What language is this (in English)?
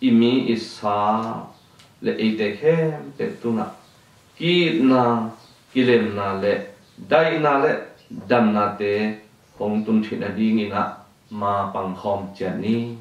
Tedim Chin